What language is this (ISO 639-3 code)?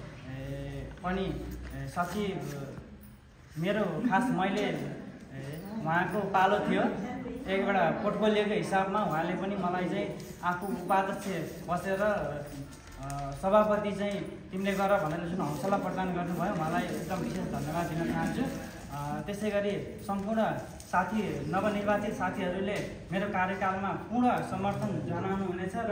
nep